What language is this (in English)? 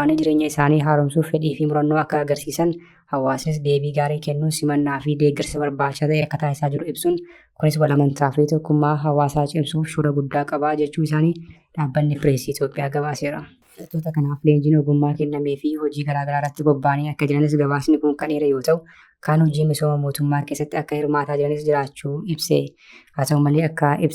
Oromo